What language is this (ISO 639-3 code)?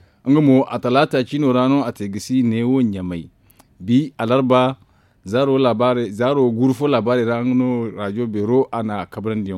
dje